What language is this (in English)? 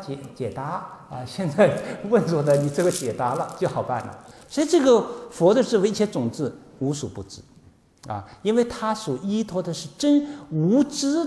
Chinese